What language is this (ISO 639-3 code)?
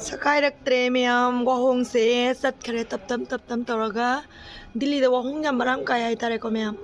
mni